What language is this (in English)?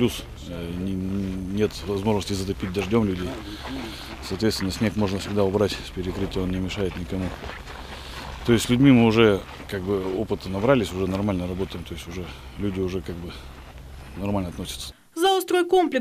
Russian